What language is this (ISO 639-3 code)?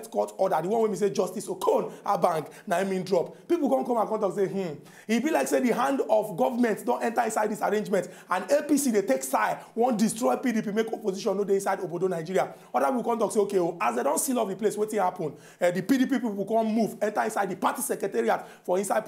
pcm